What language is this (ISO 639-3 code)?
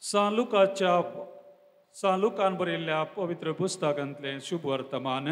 kok